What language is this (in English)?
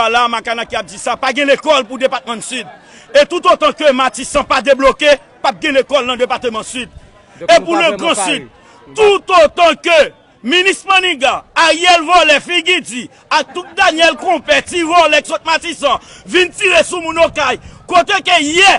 Haitian Creole